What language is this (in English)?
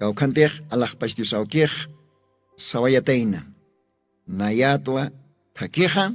Aymara